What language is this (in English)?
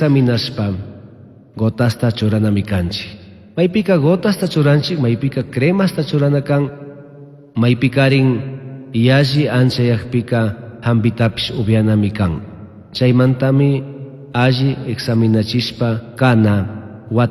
Chimborazo Highland Quichua